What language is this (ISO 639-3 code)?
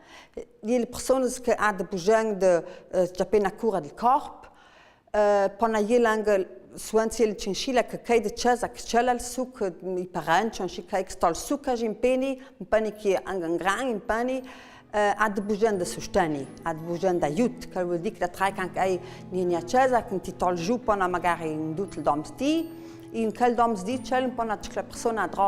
lld